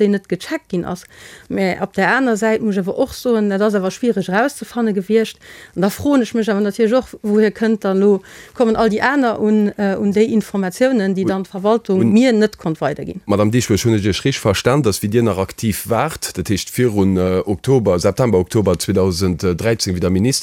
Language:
Luxembourgish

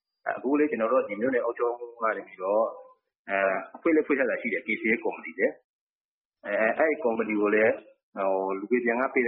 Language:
Burmese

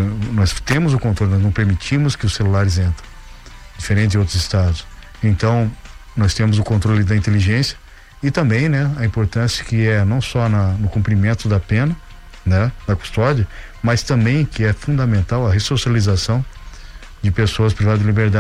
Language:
Portuguese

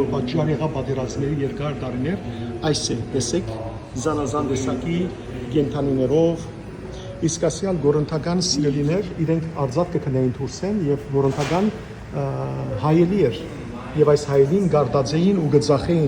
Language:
Western Armenian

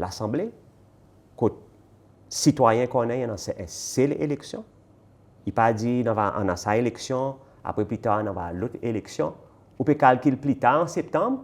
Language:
Seselwa Creole French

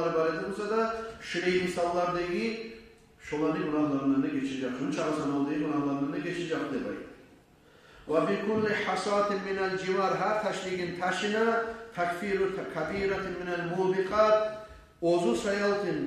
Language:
Kumyk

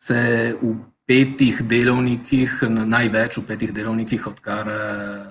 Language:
Slovenian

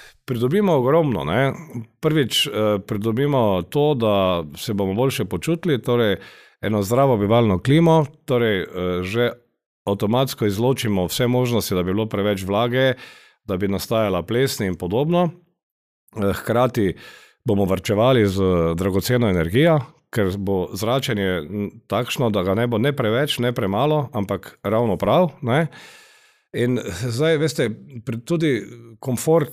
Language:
Slovenian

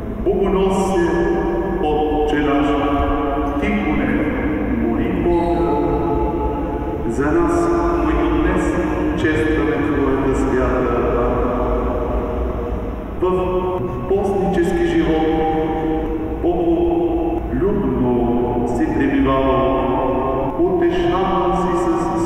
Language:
Bulgarian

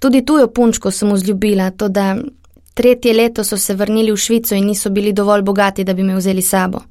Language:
Slovenian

